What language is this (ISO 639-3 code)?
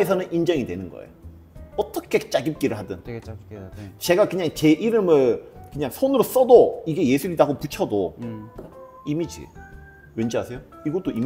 kor